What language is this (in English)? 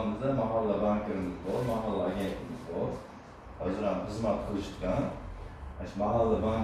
Uzbek